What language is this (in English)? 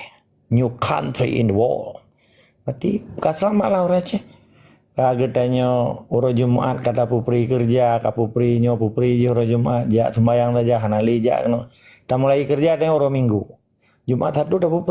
Achinese